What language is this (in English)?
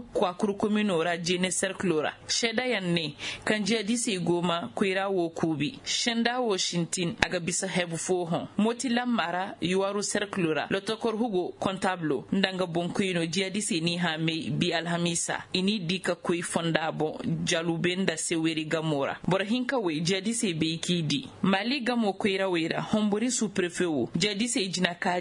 Koyraboro Senni